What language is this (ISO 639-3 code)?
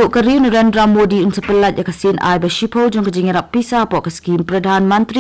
kha